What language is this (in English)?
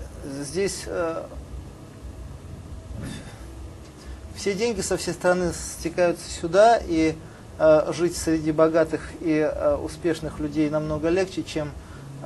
Russian